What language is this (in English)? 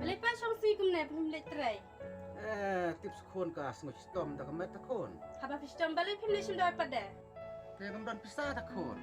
Khasi